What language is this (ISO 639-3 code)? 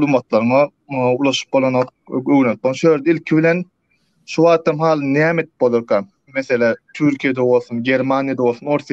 tuk